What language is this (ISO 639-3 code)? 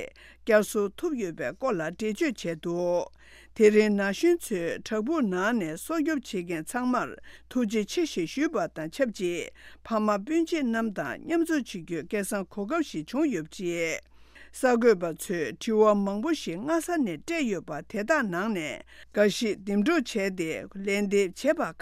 bod